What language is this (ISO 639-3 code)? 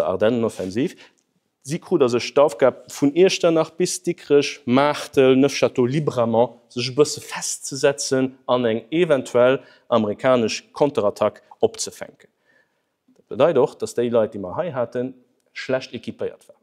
ltz